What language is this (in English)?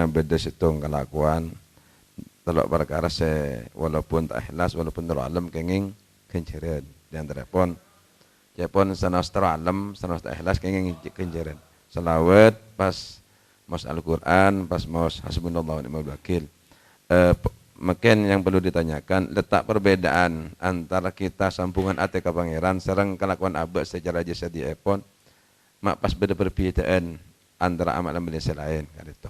Madurese